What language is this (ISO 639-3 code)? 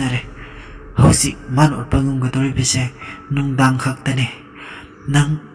mni